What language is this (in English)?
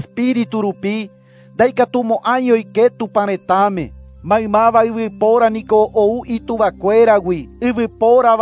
Guarani